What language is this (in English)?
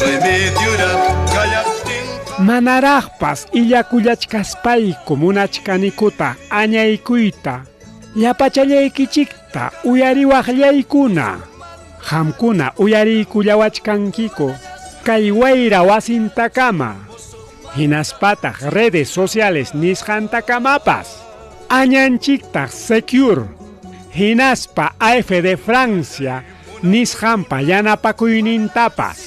Ayacucho Quechua